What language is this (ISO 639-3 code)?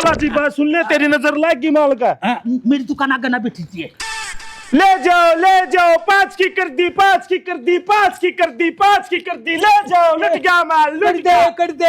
bgc